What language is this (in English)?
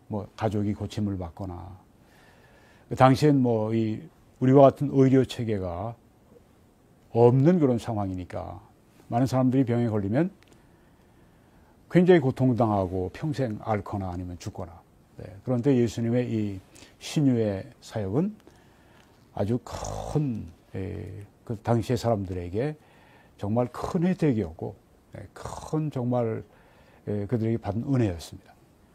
Korean